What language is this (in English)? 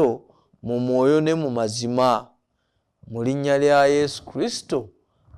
Ganda